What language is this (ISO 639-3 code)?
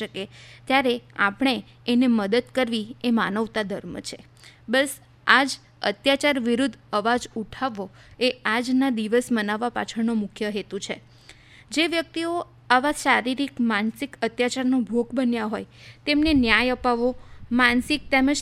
guj